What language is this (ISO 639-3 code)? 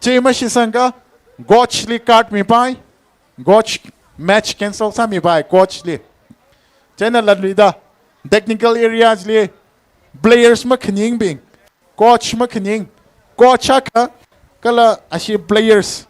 nmf